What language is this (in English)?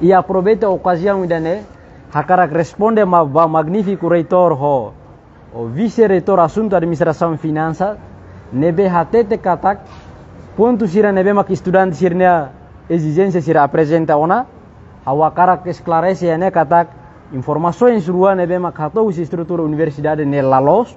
Tetum